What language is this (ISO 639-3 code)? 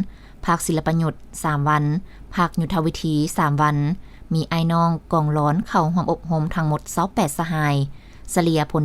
lao